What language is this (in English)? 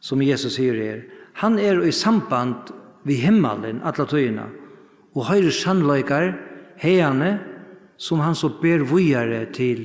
Faroese